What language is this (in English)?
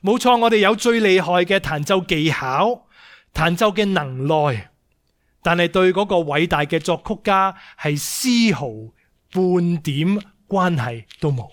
Cantonese